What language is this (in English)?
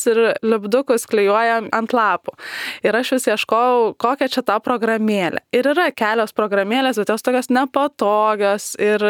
Lithuanian